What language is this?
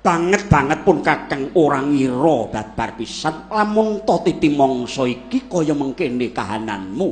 Javanese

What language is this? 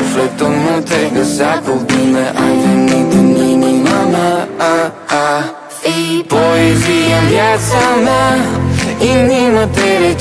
Romanian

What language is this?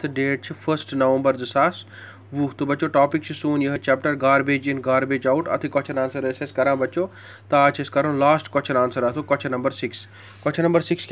Kashmiri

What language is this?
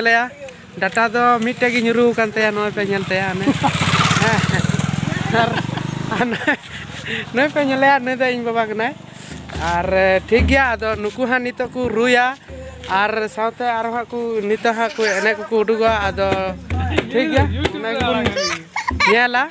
Santali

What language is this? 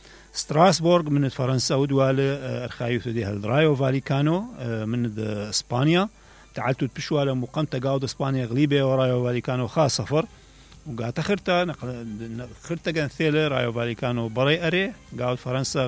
Mesopotamian Arabic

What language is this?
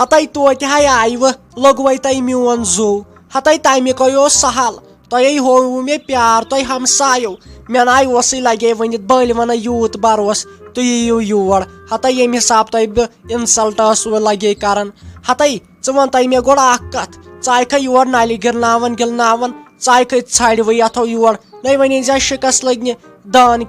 Kashmiri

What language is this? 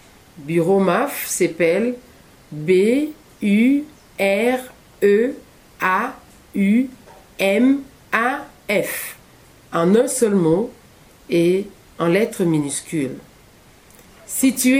French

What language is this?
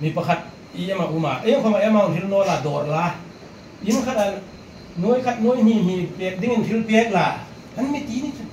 Hmar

